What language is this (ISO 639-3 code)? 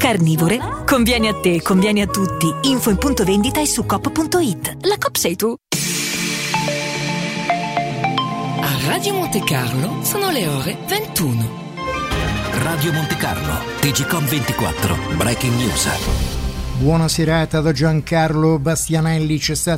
ita